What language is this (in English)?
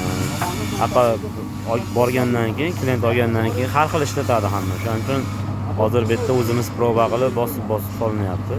Uzbek